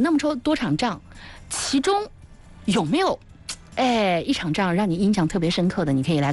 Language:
Chinese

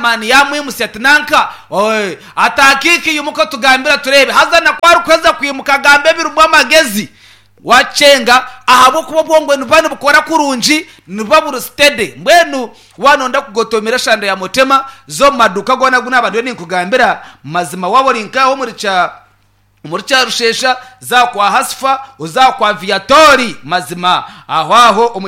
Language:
Nyankole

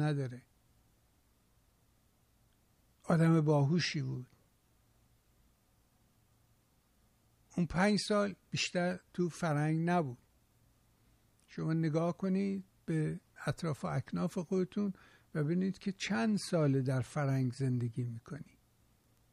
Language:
Persian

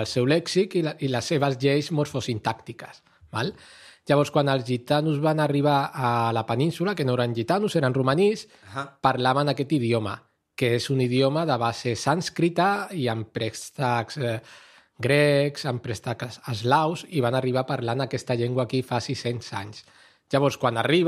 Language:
Catalan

